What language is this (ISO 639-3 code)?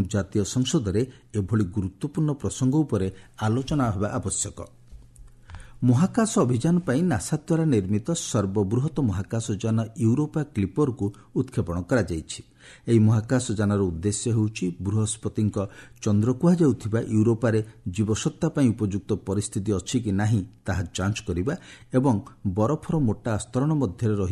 ori